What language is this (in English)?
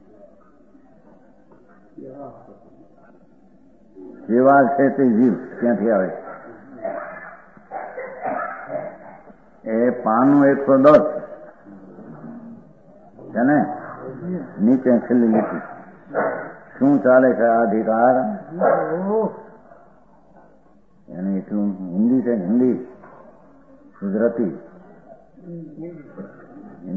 Gujarati